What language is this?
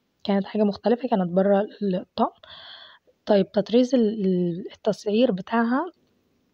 Egyptian Arabic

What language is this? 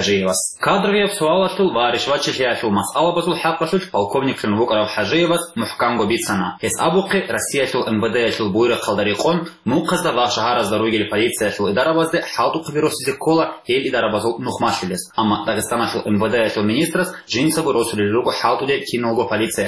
Avaric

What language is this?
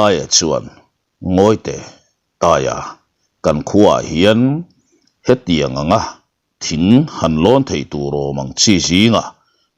Mizo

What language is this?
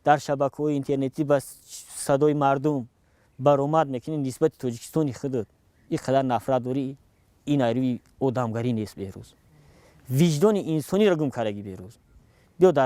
Tajik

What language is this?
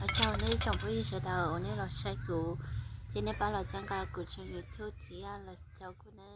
Hmong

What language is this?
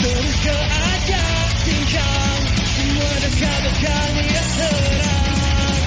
Iban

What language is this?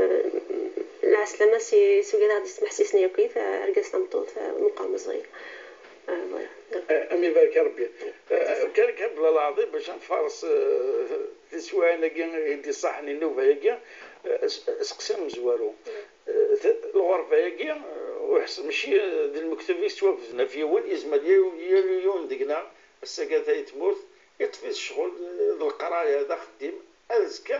Kabyle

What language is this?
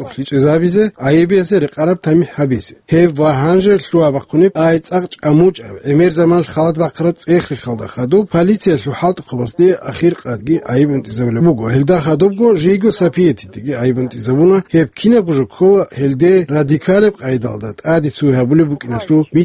Avaric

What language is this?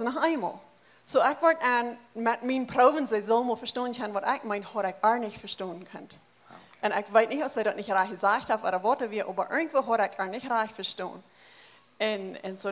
Plautdietsch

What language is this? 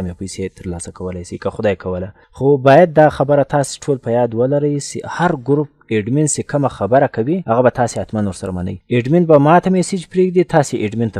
Pashto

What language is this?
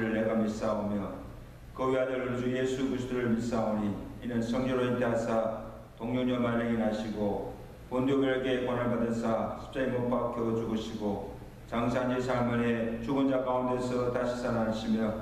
Korean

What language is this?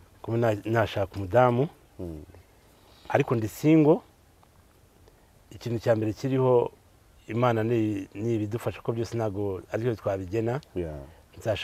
Kinyarwanda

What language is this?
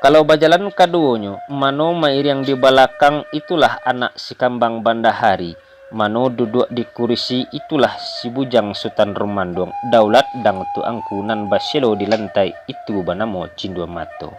Minangkabau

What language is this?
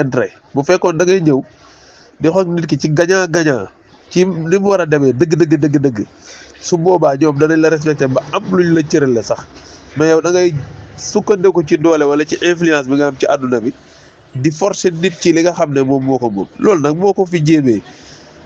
Wolof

